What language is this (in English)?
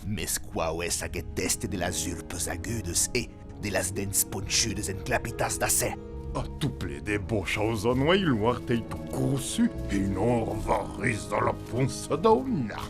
Occitan